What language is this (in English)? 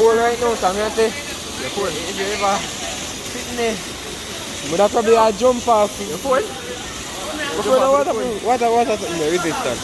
Jamaican Creole English